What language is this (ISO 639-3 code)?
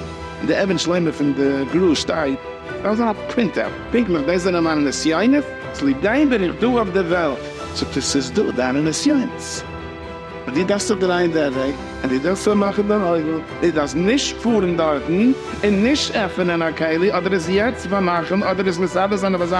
yid